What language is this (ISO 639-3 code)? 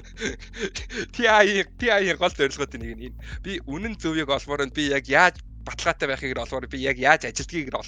mon